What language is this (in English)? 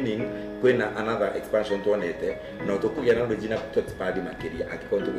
Kikuyu